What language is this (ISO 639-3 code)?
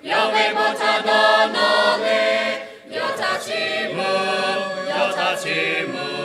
lhu